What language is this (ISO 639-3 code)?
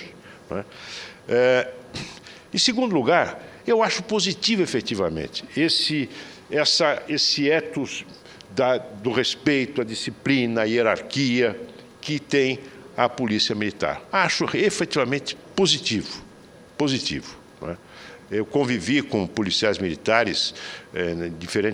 por